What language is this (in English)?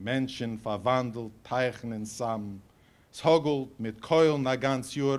Yiddish